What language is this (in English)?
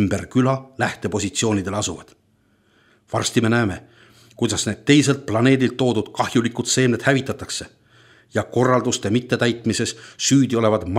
Estonian